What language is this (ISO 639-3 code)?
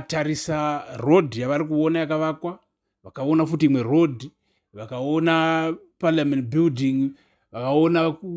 sna